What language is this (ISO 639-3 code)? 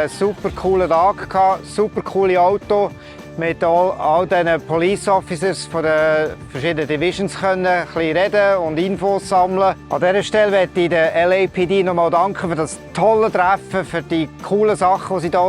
gsw